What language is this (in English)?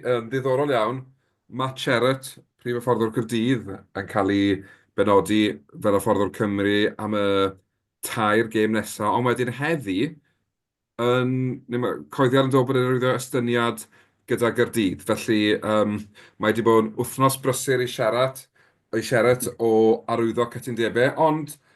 Welsh